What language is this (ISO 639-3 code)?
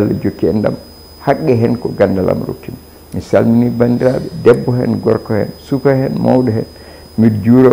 ful